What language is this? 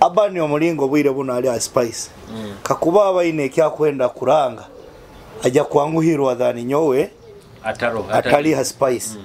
Nyoro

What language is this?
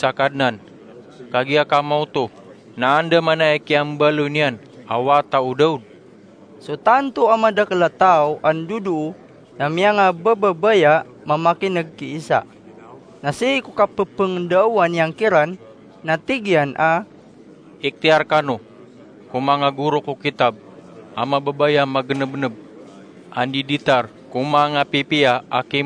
Maranao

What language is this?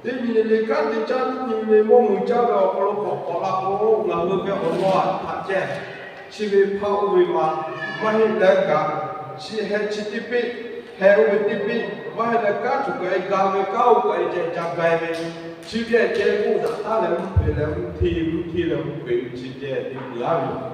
Lahu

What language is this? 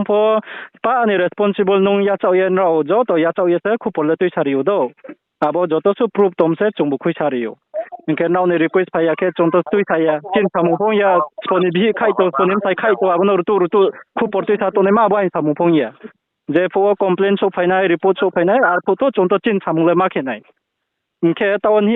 Riang (India)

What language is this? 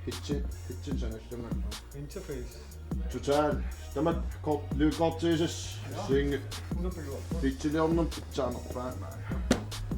Kalaallisut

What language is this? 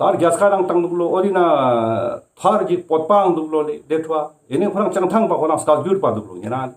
Ladakhi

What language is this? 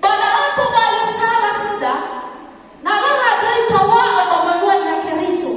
Nias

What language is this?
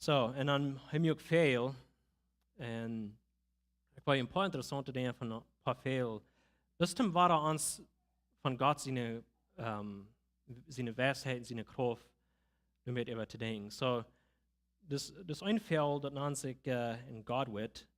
Plautdietsch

